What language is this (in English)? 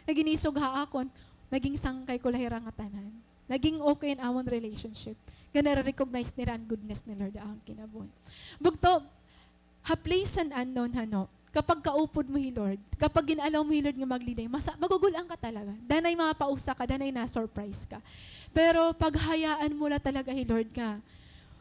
Waray